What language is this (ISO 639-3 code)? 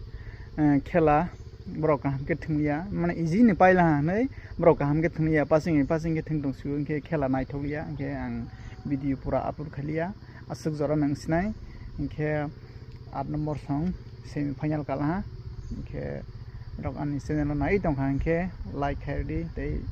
trp